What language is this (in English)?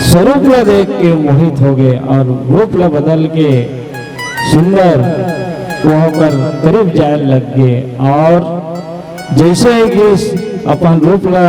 Chhattisgarhi